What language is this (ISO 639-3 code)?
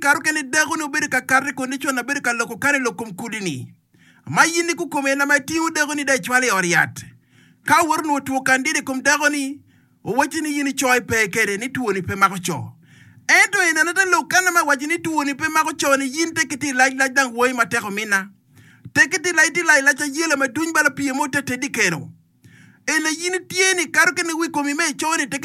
ach